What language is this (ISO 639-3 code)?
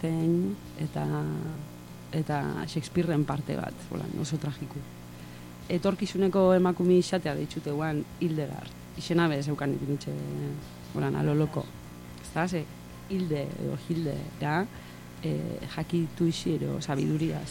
eus